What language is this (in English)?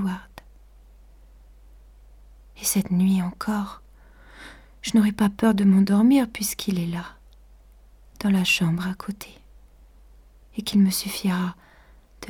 French